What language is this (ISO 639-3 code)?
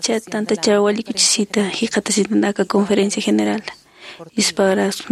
aym